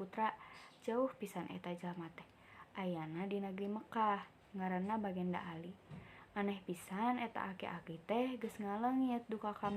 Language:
Sundanese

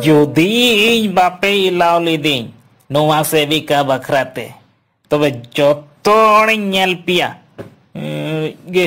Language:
Santali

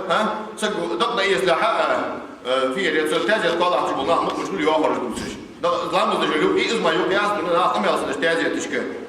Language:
Ingush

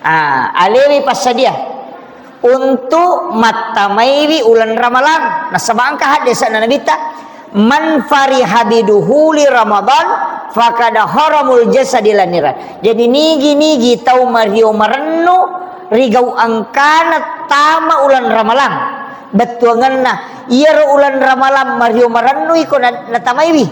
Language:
Buginese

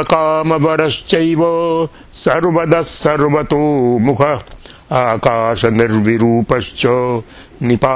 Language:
Sanskrit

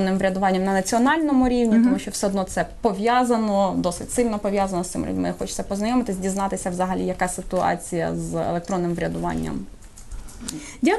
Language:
Ukrainian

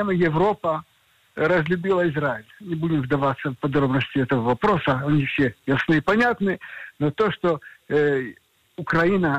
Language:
Russian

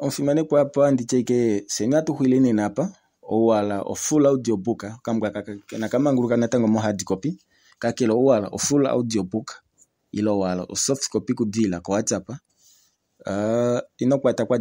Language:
Kuanyama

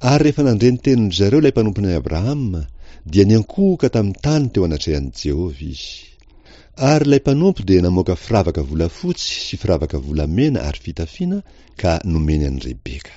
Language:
Malagasy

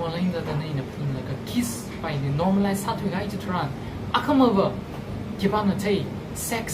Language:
Tangkhul Naga (India)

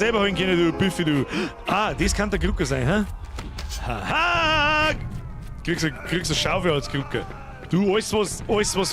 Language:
Bavarian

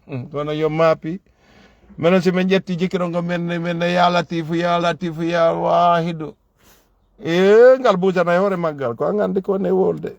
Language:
Fula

